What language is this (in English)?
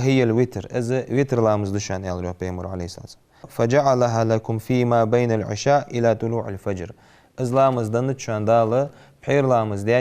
Ingush